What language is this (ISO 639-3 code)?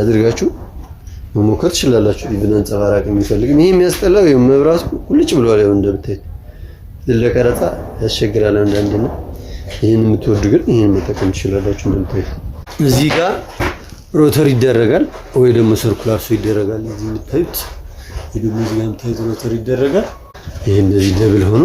amh